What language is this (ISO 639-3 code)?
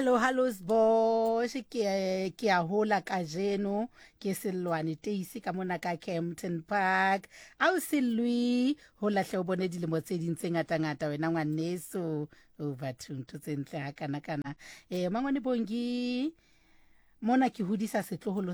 sot